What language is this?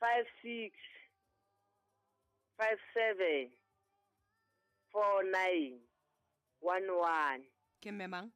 Southern Sotho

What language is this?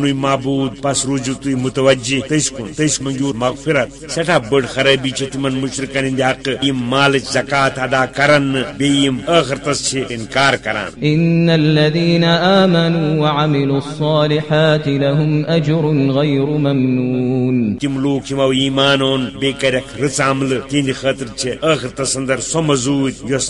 Kashmiri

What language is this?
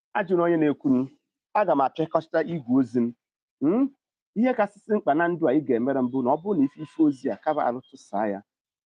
Igbo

